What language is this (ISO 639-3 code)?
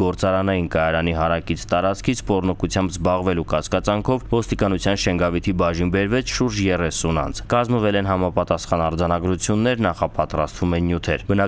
hye